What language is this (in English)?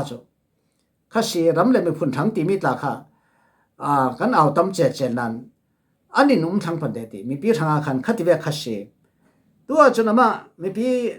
Falam Chin